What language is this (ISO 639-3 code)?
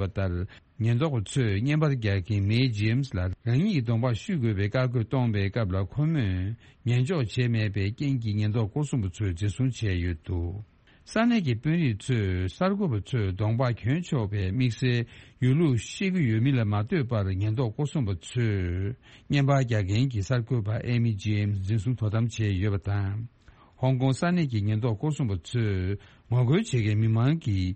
bod